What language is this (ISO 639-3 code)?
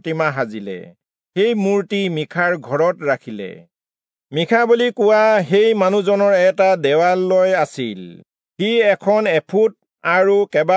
asm